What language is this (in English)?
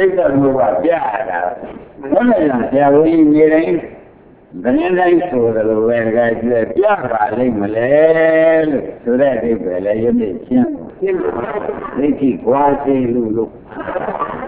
Burmese